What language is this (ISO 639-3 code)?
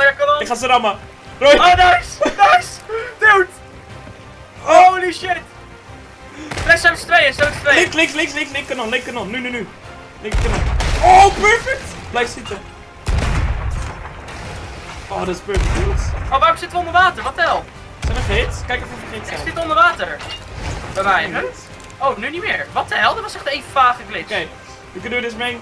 nld